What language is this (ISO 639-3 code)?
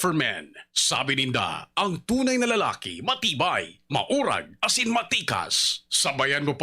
bik